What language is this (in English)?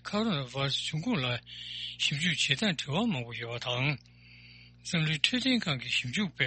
Tibetan